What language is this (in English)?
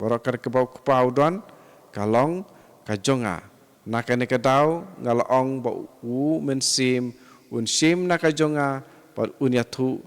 Khasi